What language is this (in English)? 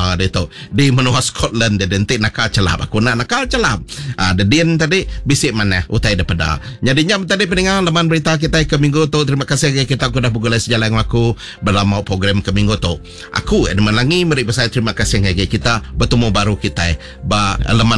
Iban